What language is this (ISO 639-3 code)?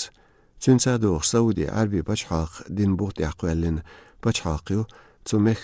che